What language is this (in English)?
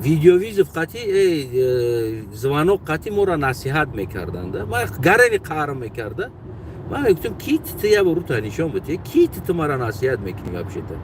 Tajik